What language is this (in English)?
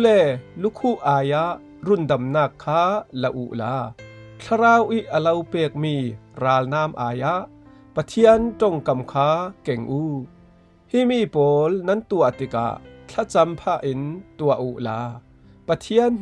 Falam Chin